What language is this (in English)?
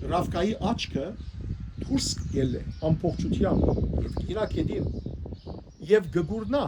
Western Armenian